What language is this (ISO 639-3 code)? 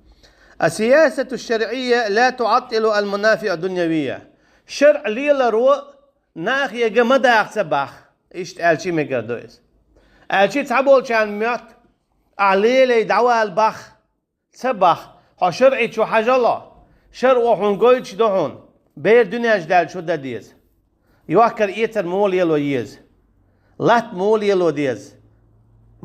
che